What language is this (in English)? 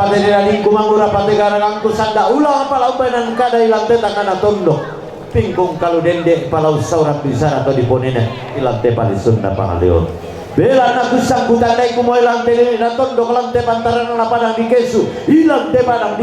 Toraja-Sa'dan